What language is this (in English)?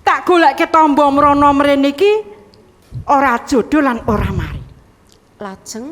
Javanese